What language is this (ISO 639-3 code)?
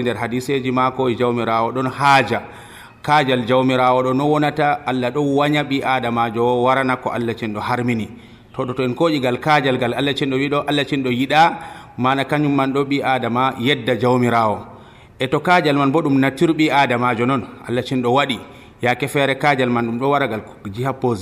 fuv